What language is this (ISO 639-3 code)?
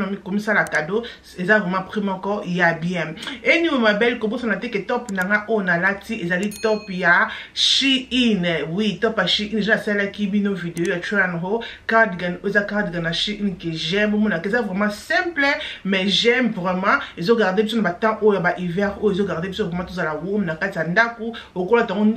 lin